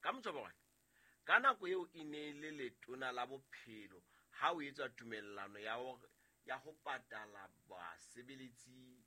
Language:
Southern Sotho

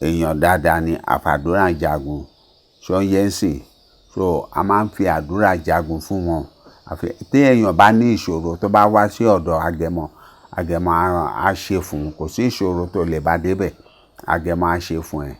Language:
Yoruba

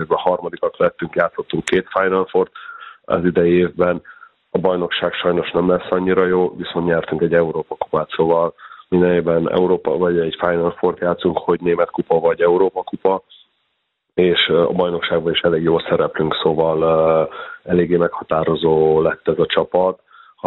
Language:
Hungarian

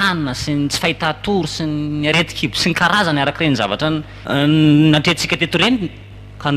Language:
Malagasy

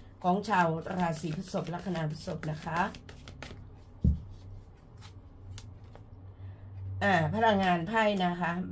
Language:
Thai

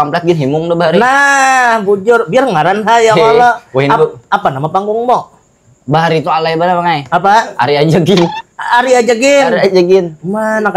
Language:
Banjar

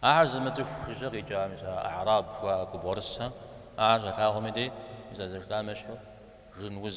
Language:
Kabardian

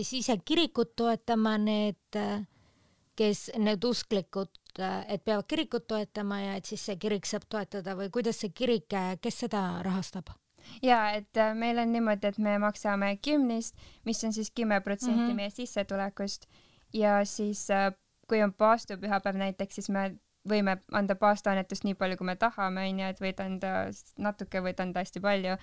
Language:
Estonian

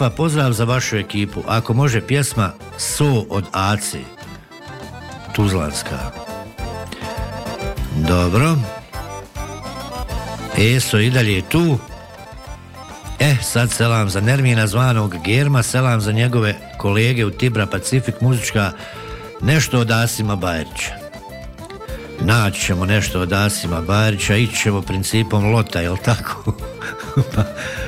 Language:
Bosnian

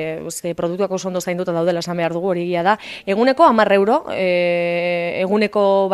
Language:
Basque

